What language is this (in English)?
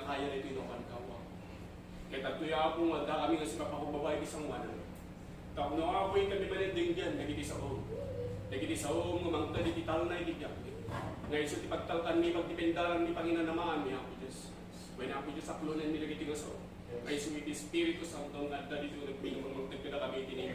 Iloko